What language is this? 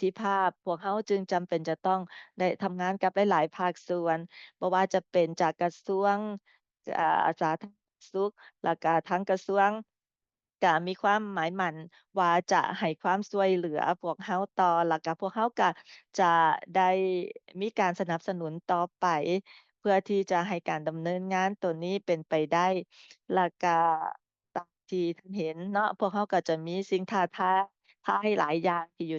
Lao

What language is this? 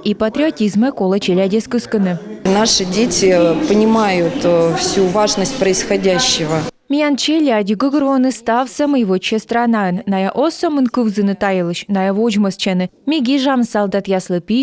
Komi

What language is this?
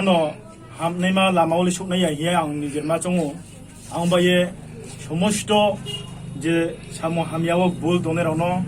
Riang (India)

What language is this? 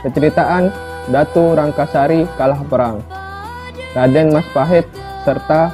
Sasak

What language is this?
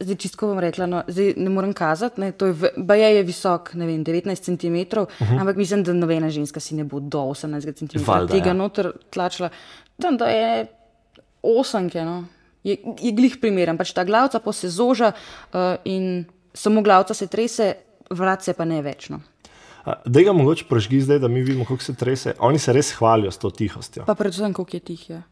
Slovenian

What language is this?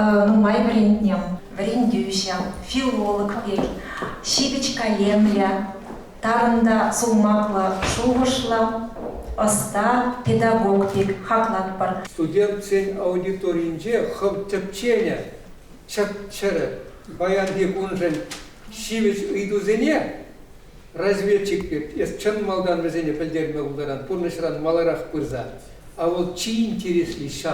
Chuvash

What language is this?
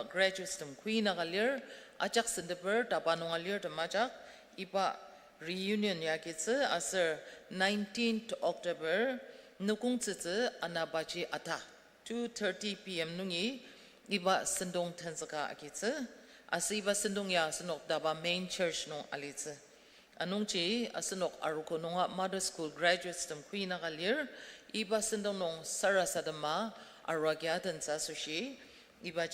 Ao Naga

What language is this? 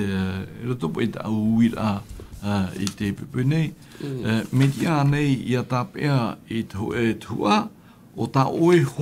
Tahitian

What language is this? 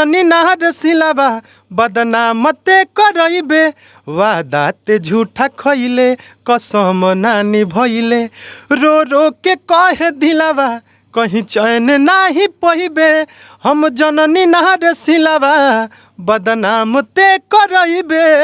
Bhojpuri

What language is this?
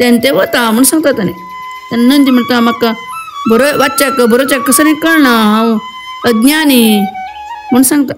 Konkani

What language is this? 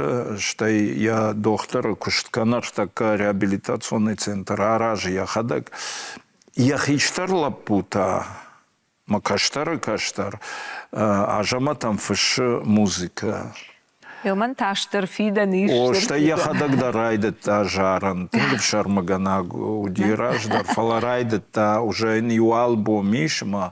Ossetic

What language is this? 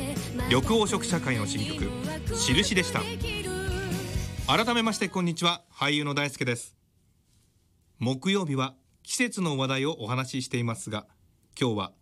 Japanese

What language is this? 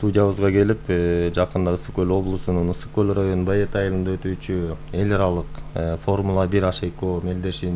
Kyrgyz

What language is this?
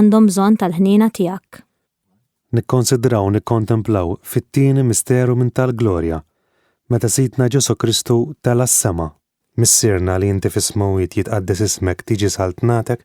Maltese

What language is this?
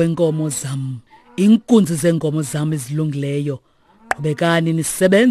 Xhosa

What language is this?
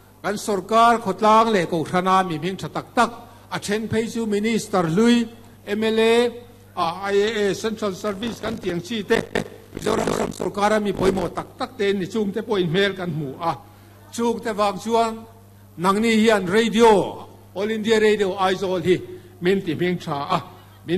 Mizo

